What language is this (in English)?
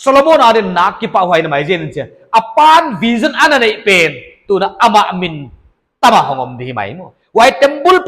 Paite Chin